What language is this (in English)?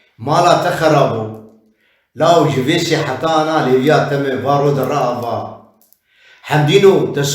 Kurdish